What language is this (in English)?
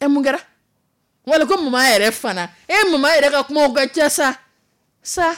Dyula